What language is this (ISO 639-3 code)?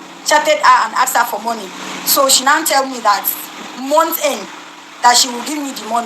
pcm